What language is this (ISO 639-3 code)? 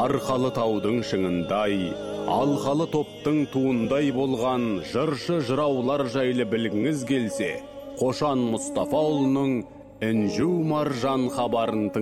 kaz